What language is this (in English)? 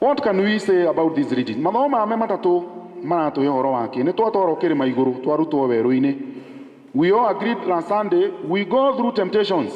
Kikuyu